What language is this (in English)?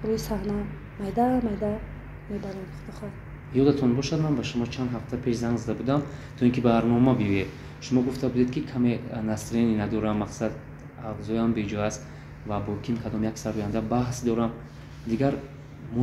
Tajik